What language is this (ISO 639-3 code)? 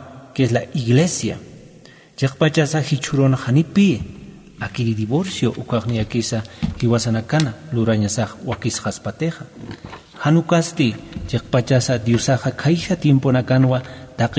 aym